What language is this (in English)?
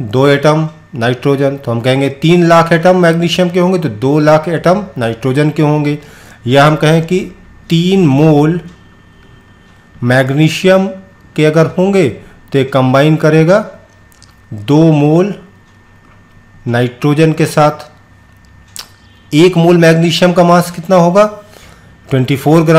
Hindi